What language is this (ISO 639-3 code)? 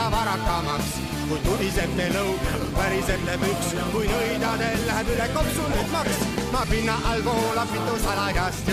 est